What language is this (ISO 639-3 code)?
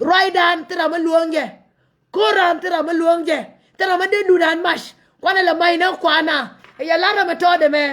nus